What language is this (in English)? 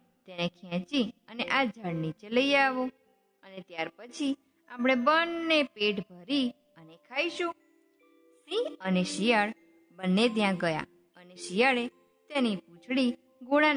Gujarati